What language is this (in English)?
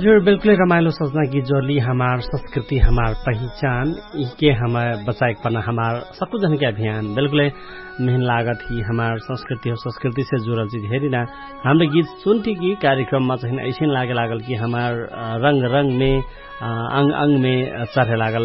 Dangaura Tharu